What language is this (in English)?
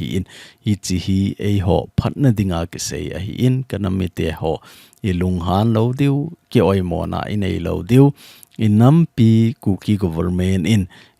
Thado Chin